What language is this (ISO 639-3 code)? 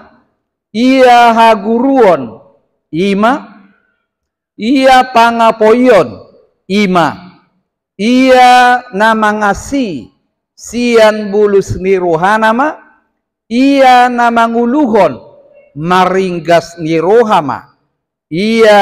bbc